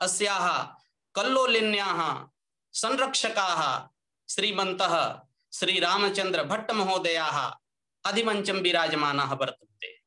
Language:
Sanskrit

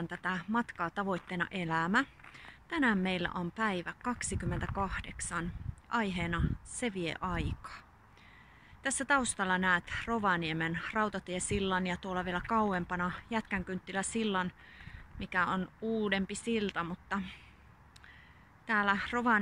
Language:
Finnish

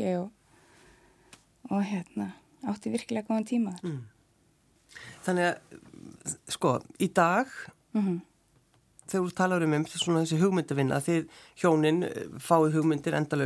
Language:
Icelandic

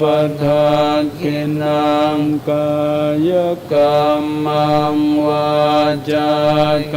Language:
Pali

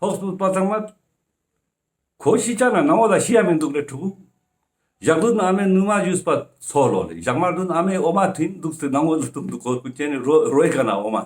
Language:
Ladakhi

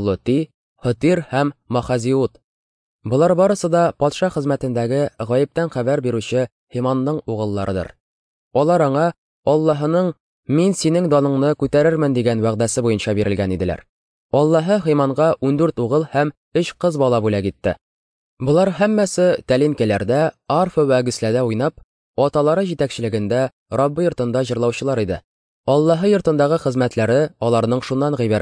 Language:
Tatar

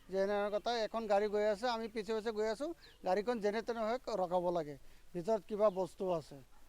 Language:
Assamese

